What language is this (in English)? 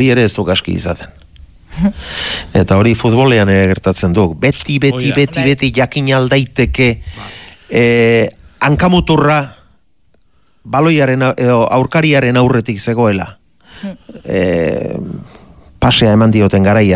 Basque